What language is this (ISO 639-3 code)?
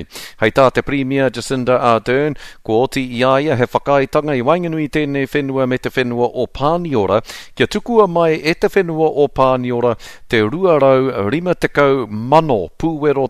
mri